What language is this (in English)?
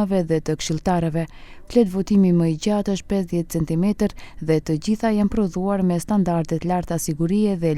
Albanian